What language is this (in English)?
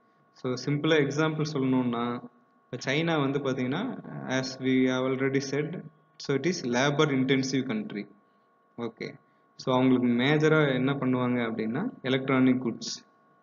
Tamil